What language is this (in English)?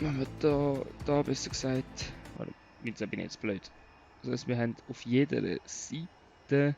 Swiss German